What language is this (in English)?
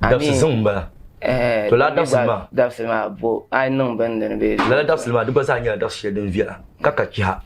Dagbani